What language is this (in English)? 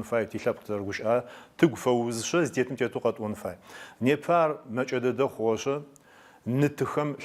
Adyghe